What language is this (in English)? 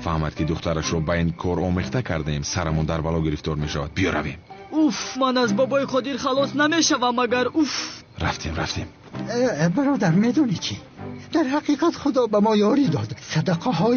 Tajik